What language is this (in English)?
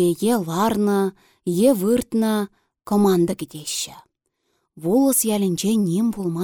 Chuvash